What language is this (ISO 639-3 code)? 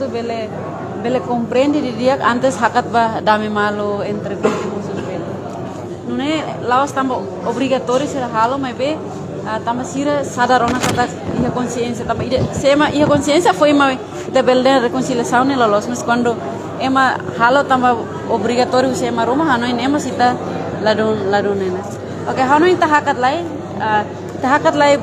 tet